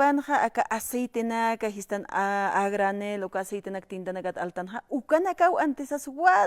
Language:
Aymara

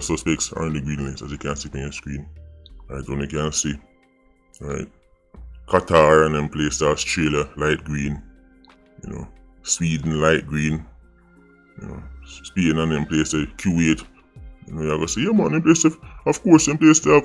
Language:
Jamaican Creole English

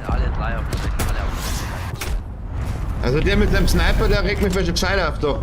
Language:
Bavarian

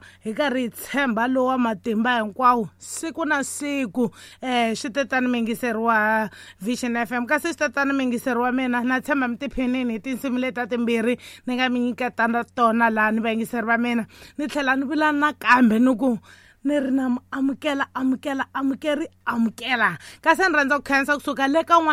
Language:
Tsonga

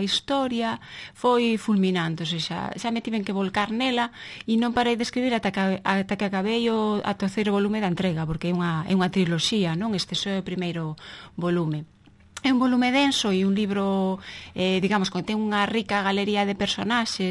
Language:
Galician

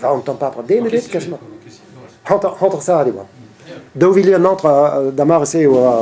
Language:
Breton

